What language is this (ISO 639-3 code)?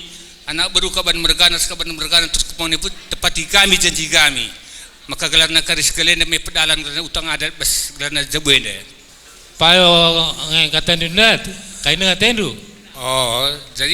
btx